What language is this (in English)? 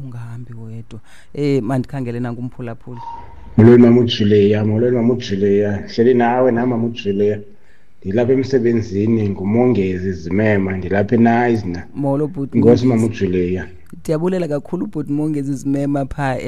Xhosa